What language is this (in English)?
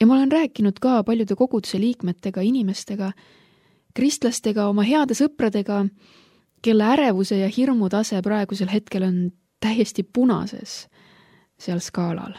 Estonian